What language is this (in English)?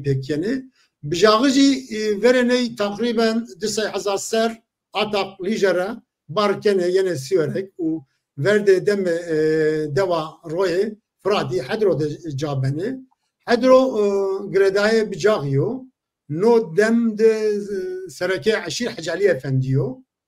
Zaza